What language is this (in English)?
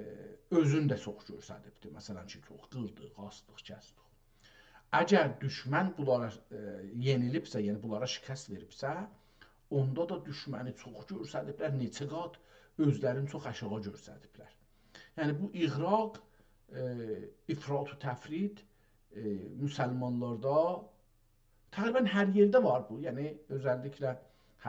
South Azerbaijani